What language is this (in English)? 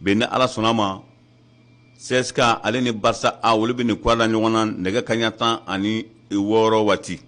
Bambara